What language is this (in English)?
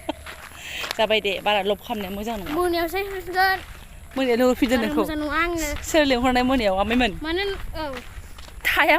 Bodo